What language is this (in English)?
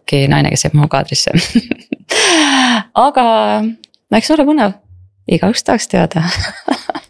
Estonian